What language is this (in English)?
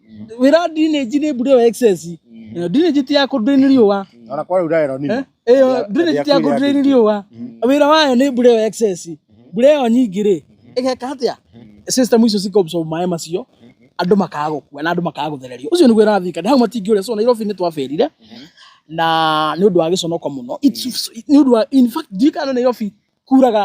Kikuyu